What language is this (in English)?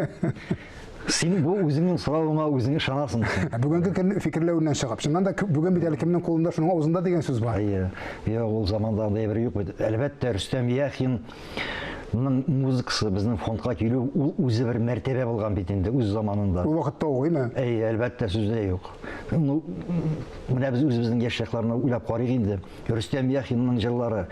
Tatar